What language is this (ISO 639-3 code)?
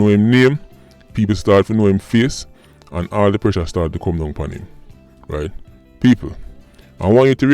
jam